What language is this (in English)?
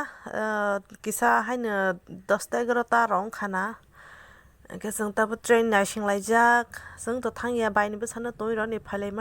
Kok Borok